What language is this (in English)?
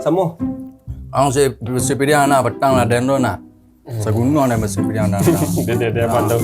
Minangkabau